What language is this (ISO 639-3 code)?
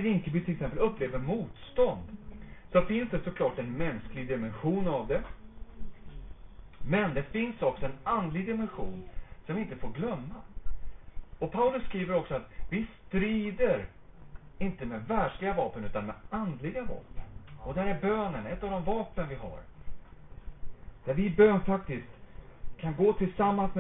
swe